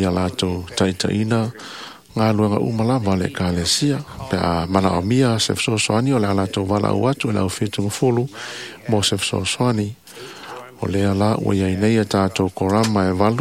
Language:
Samoan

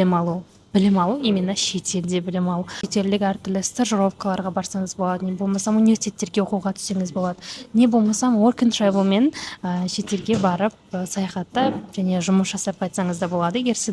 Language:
Kazakh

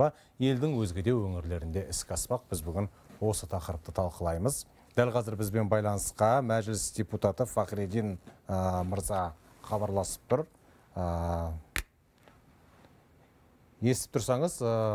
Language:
Kazakh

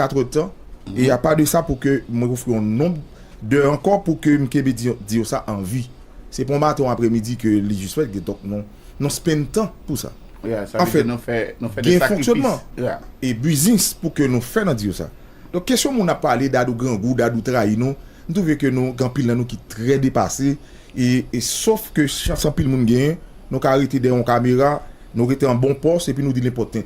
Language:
Haitian Creole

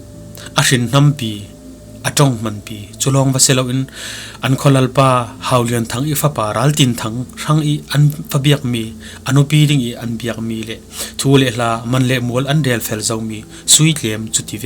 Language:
Falam Chin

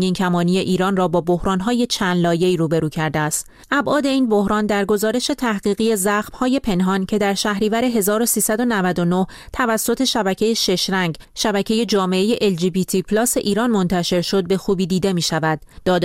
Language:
Persian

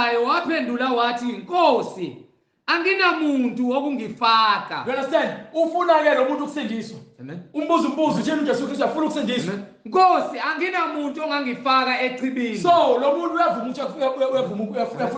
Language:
Zulu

